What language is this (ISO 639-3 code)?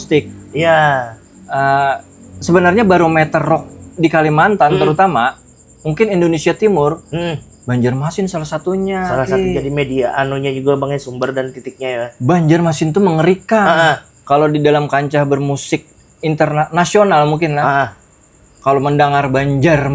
bjn